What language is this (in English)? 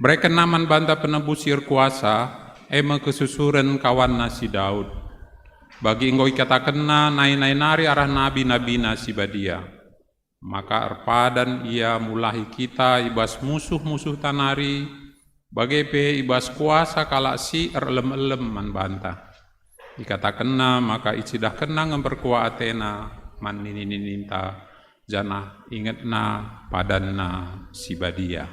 Batak Karo